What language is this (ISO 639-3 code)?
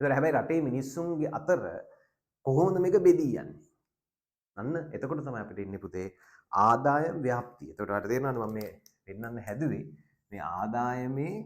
sin